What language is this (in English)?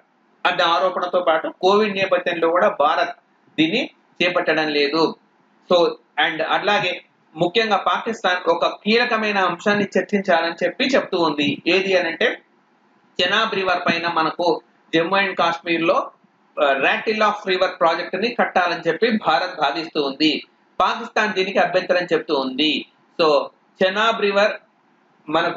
Telugu